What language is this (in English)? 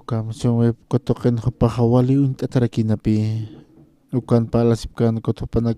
Aymara